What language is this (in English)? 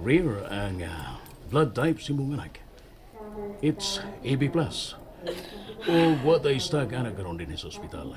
Cebuano